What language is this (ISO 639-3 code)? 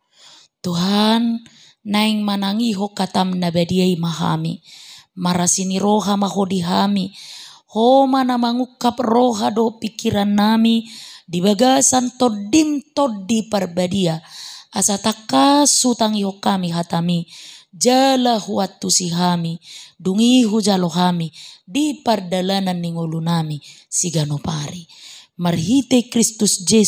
bbc